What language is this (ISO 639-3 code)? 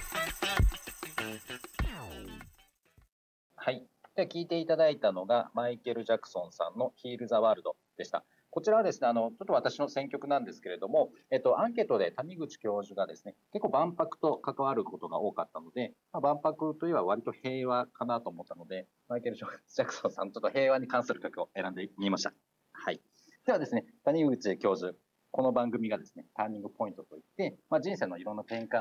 jpn